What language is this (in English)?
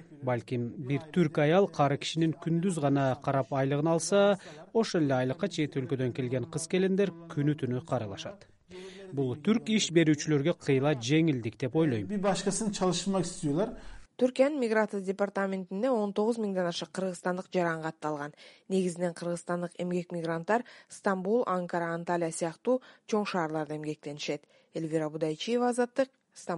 Kyrgyz